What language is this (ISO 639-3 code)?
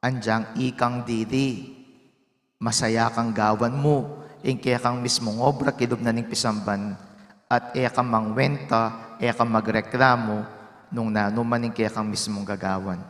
pam